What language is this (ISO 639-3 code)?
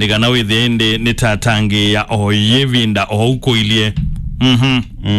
kam